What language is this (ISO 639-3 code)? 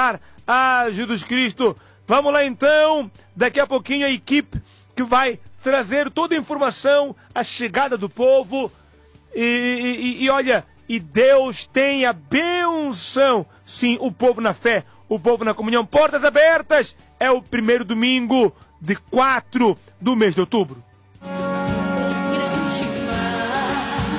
por